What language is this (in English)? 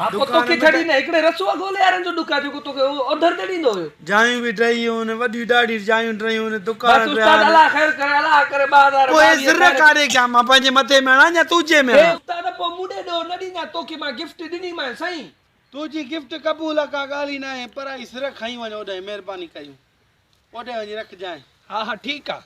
Sindhi